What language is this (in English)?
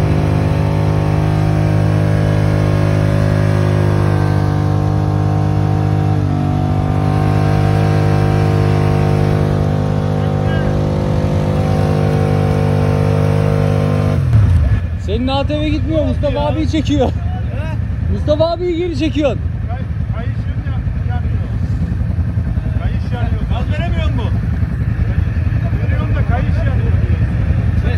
Turkish